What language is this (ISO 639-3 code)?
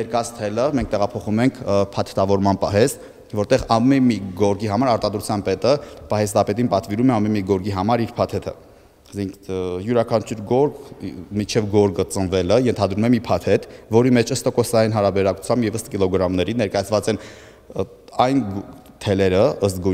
hye